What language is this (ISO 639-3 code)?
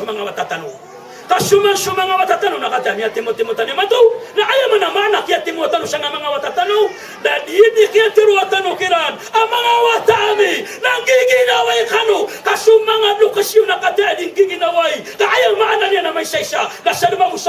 mrw